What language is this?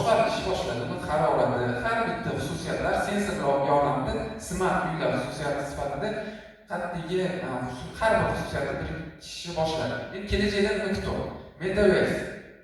Uzbek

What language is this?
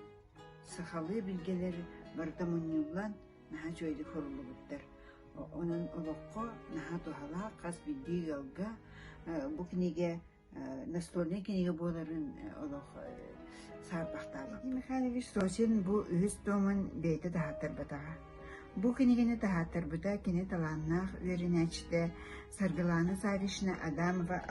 Yakut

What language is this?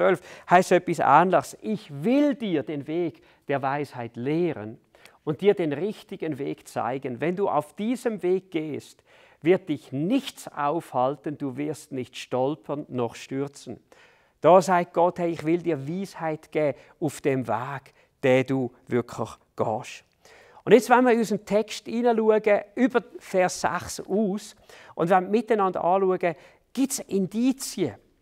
Swiss German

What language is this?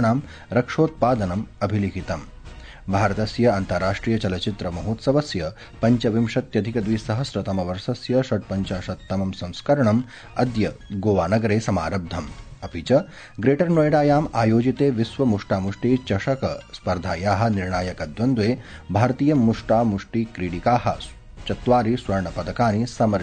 Sanskrit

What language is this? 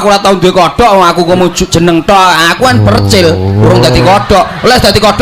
Javanese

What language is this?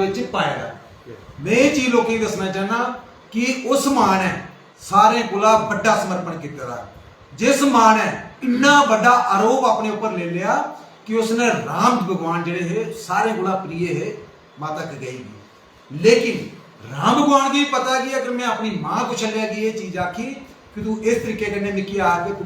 Dogri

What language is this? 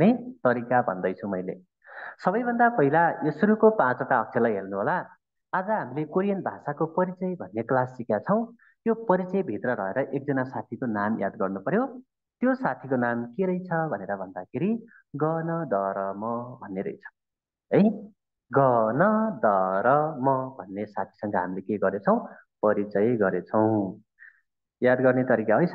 Nepali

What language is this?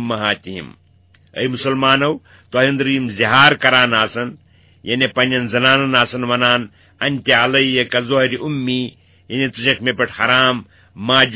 Kashmiri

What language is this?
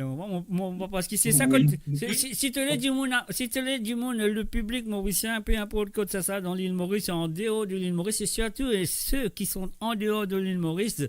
Morisyen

